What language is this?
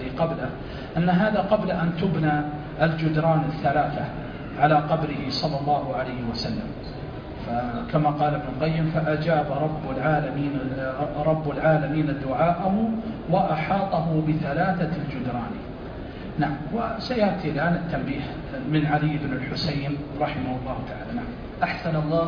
Arabic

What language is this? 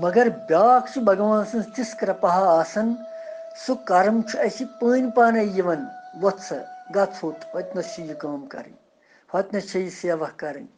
Kashmiri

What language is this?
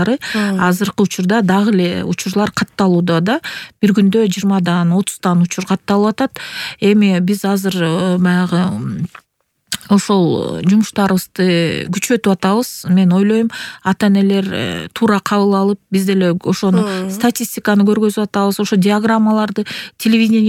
Kyrgyz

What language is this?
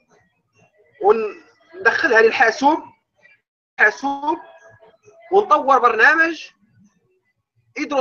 Arabic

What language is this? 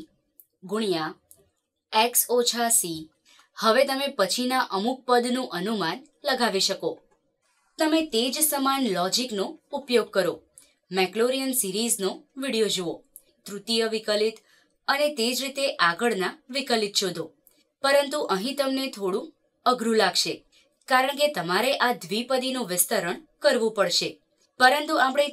Gujarati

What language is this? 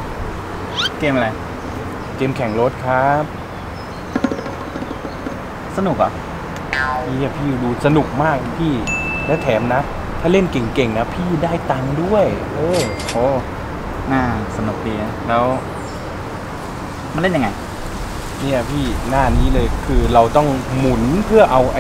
Thai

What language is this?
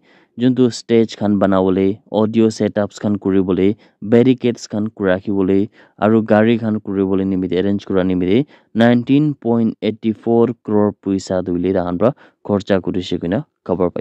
Naga Pidgin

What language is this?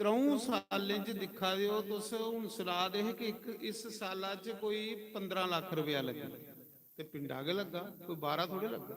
Dogri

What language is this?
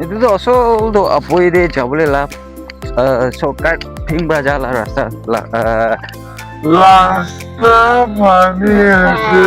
Naga Pidgin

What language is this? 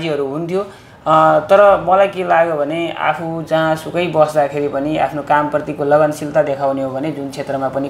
Nepali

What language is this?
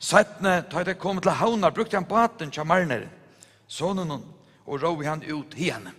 Faroese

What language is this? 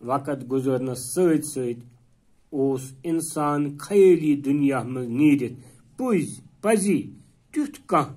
Kashmiri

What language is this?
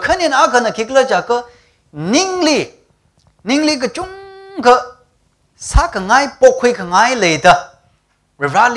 Tangkhul Naga (India)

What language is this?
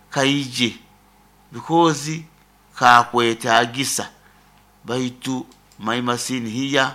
Nyoro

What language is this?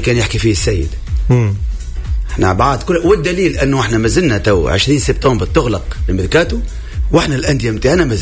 Tunisian Arabic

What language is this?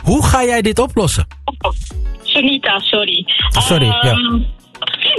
Dutch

